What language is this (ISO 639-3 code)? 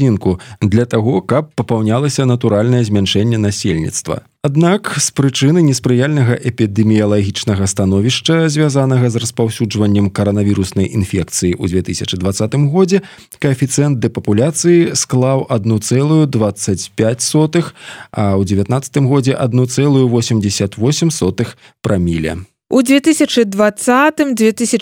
bel